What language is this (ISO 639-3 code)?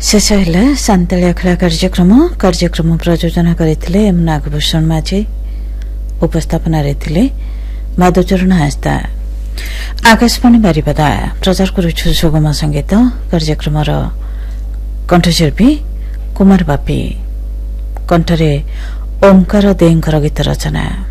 ori